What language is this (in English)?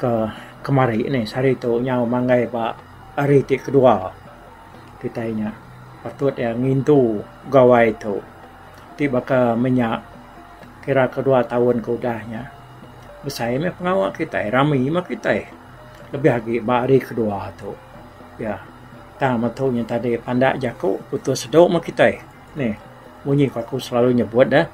Iban